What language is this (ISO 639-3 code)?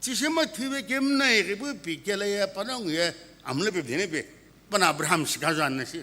nsm